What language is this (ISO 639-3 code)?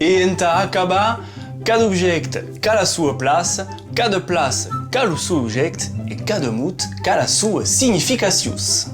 oci